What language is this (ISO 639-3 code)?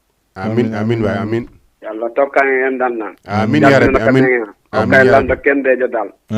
ful